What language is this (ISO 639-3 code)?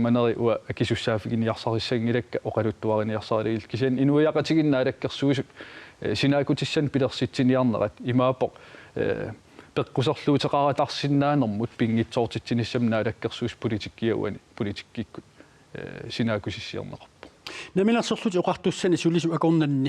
kal